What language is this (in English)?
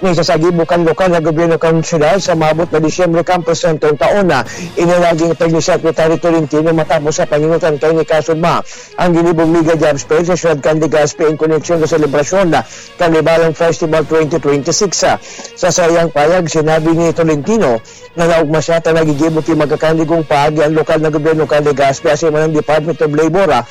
Bikol